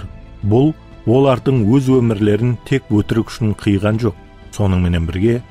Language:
Kara-Kalpak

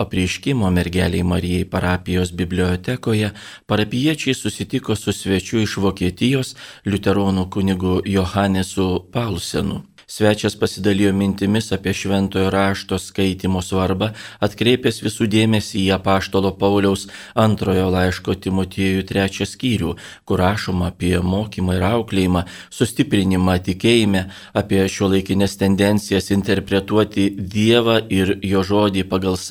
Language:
Lithuanian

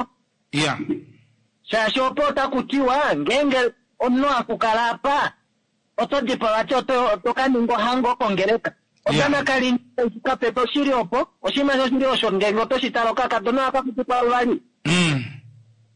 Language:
Kuanyama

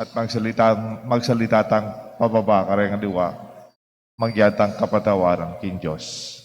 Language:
Pampanga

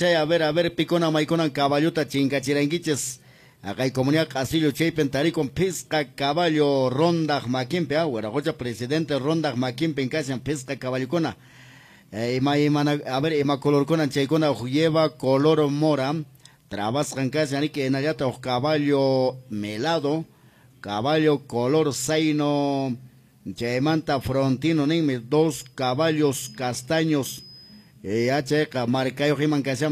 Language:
Quechua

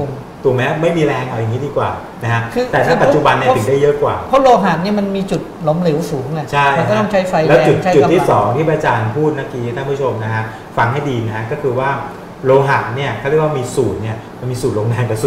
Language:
Thai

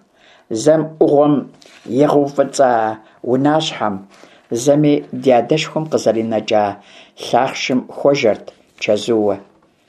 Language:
Kabardian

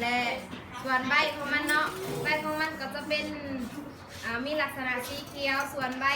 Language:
Lao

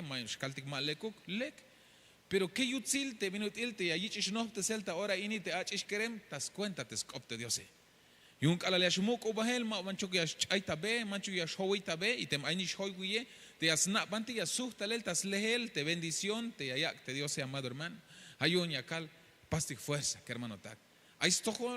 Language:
Tzeltal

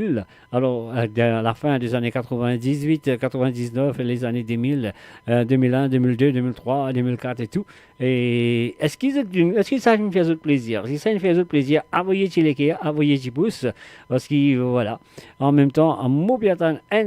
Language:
Morisyen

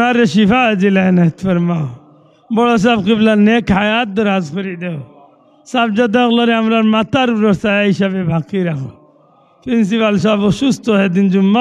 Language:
Sylheti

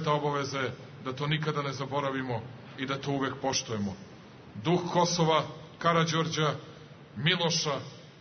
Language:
Serbian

